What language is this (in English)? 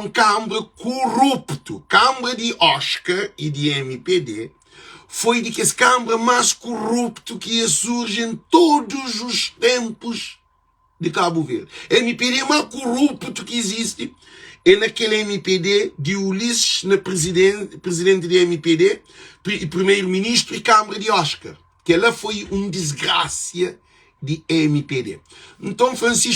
Kabuverdianu